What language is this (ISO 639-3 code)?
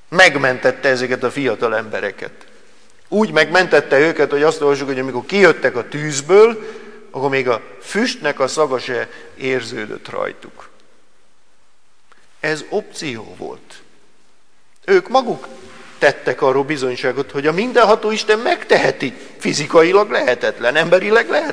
hun